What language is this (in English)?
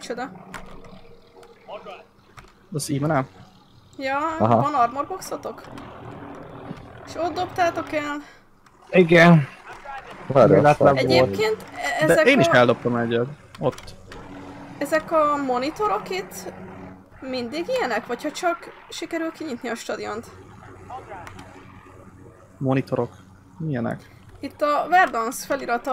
Hungarian